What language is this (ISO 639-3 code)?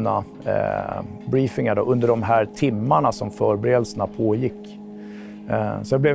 swe